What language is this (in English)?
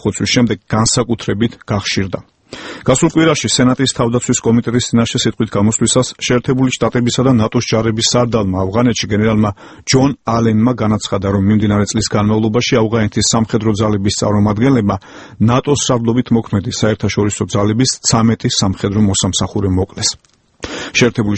Georgian